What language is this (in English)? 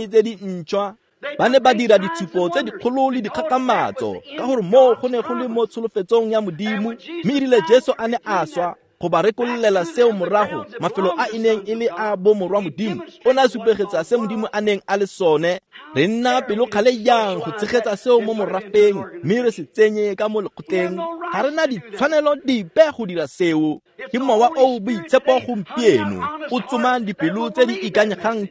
Tswana